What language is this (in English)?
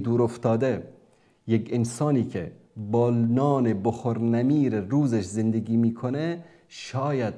Persian